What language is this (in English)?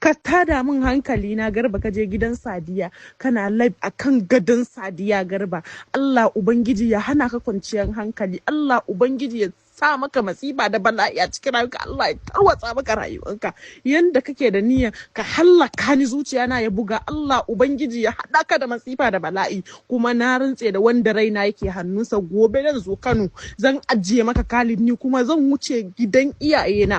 Hausa